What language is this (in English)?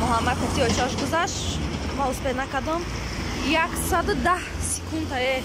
Tajik